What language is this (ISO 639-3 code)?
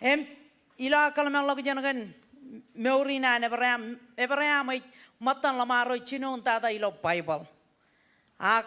mah